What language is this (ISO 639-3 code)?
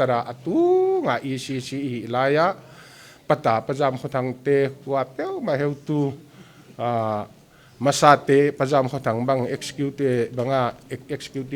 pck